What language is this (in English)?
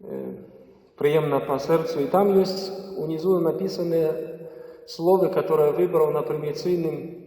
Belarusian